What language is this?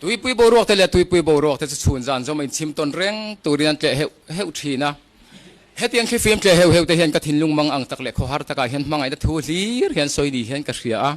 Mizo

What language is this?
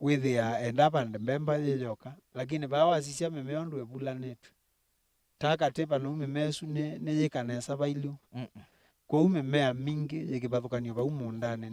Kamba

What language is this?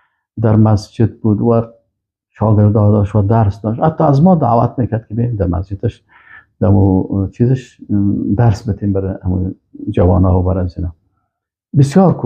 Persian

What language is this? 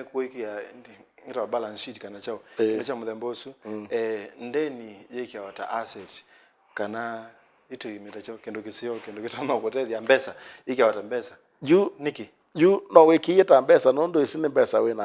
Kamba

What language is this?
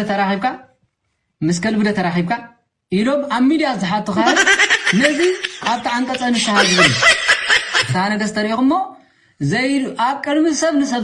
Tigrinya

